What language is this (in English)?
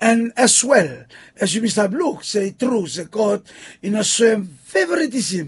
Bislama